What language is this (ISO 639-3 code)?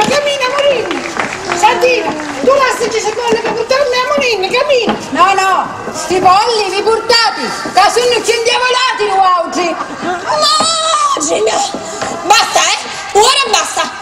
scn